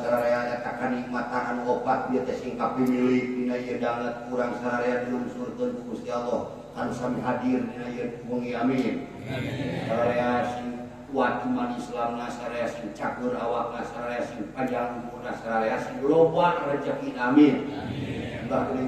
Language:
Sundanese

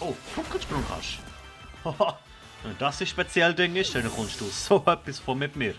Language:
Swiss German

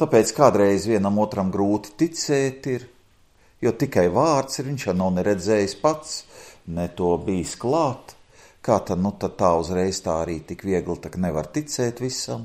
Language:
Latvian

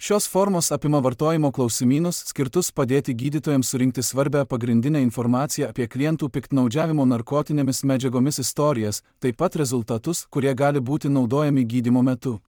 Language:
Lithuanian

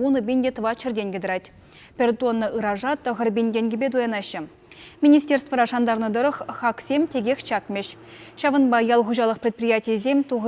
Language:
Chuvash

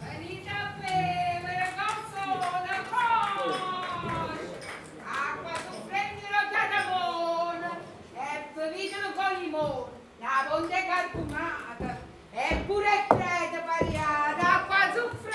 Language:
Neapolitan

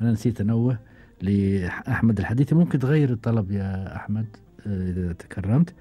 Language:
Gulf Arabic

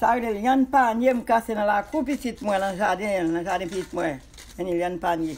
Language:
Haitian Creole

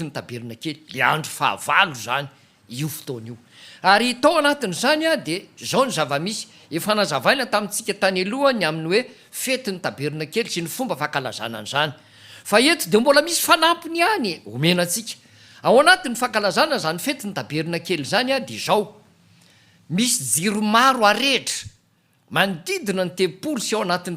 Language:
Malagasy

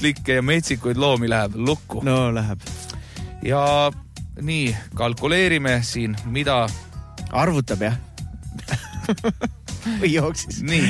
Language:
Estonian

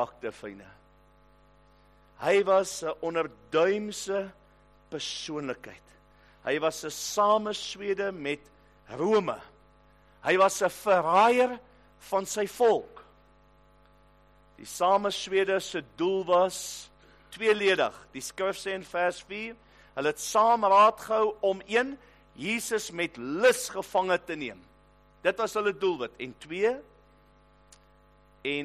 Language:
Afrikaans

